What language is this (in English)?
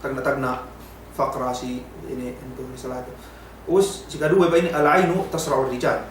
Yakan